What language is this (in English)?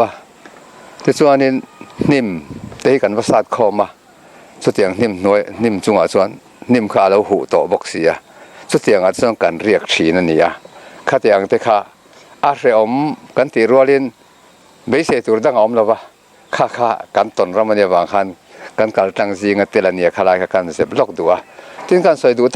Mizo